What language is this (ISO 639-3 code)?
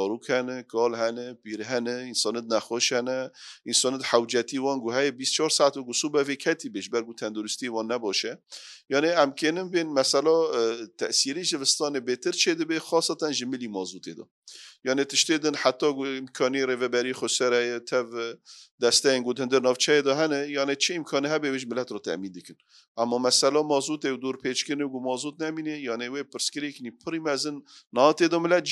kur